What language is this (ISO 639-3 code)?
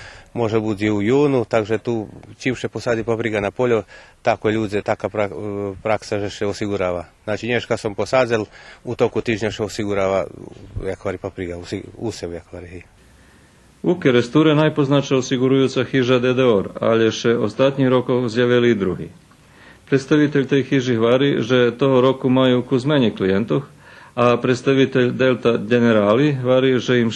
rue